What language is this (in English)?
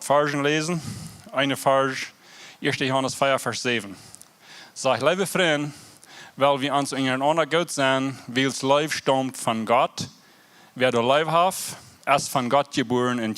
Plautdietsch